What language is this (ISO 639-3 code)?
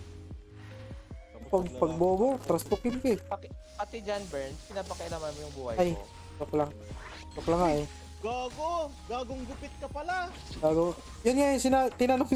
fil